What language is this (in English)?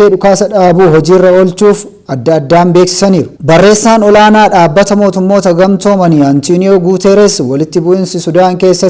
Oromo